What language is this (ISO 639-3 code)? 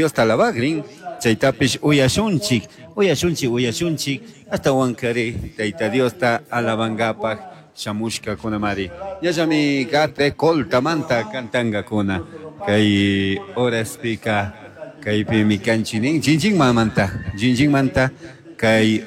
qug